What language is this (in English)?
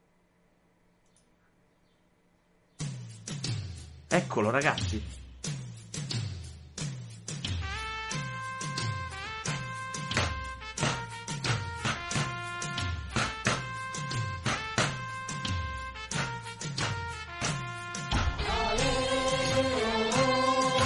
Italian